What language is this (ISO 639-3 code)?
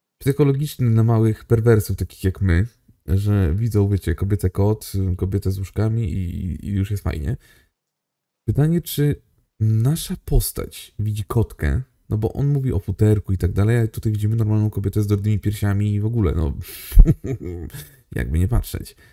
pol